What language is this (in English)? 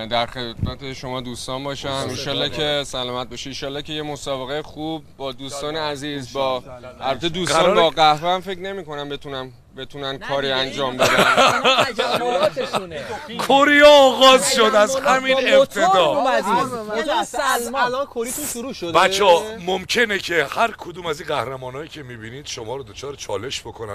Persian